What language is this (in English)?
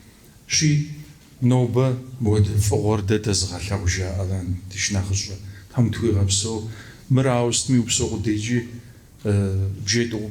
Kabardian